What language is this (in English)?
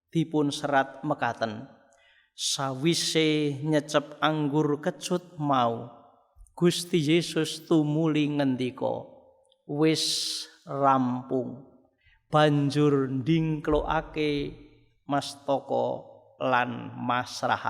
Javanese